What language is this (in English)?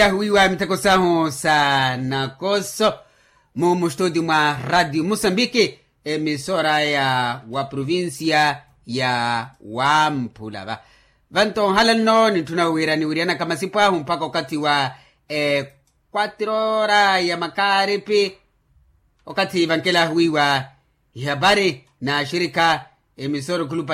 Makhuwa